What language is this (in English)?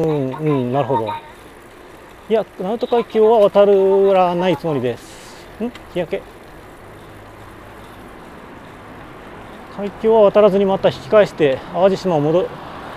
Japanese